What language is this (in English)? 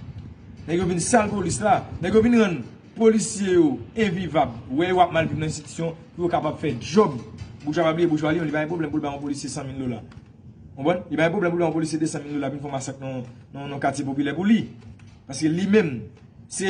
Haitian Creole